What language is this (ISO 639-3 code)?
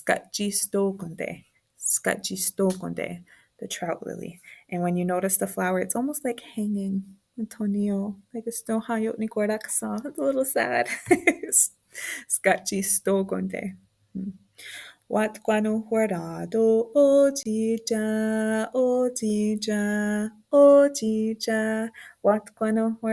moh